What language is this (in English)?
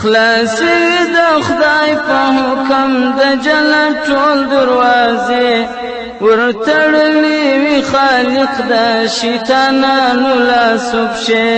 Pashto